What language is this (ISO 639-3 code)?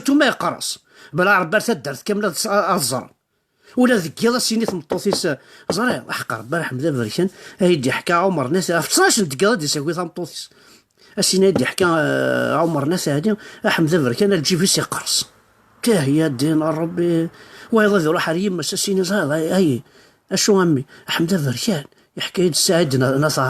kab